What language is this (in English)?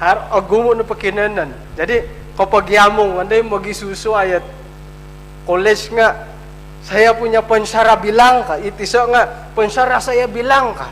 Central Dusun